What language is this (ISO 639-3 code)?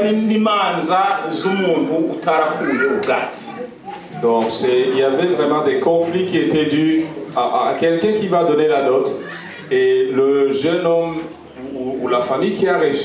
kin